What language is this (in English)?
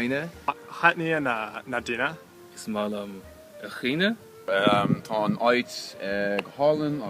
Irish